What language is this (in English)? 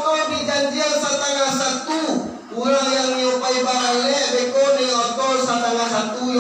Minangkabau